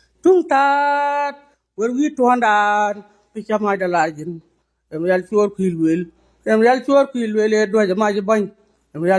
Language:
Nuer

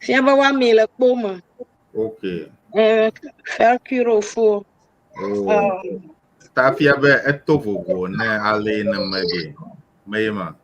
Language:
Ewe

